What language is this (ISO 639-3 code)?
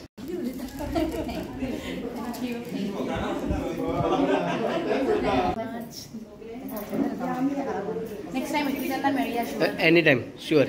kok